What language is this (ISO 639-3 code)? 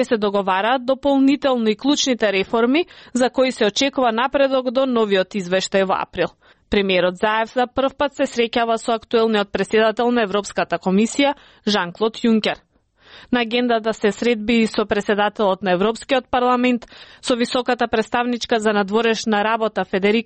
mkd